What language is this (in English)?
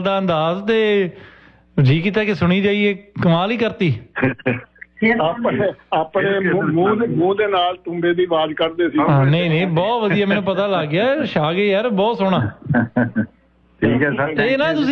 Punjabi